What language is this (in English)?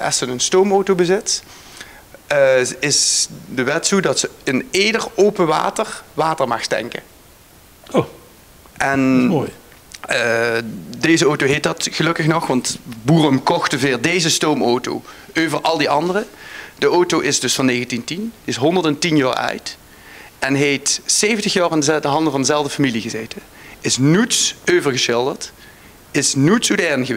Limburgish